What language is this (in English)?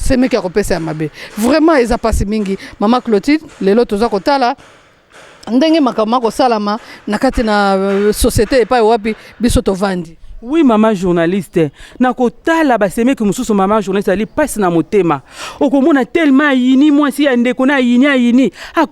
Lingala